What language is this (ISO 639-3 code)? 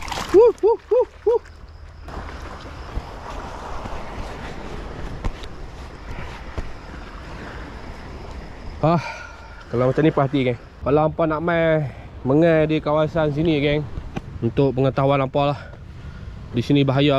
msa